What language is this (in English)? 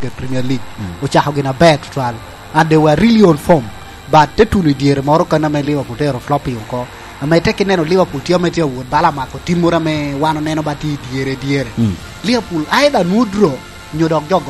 Lango (Uganda)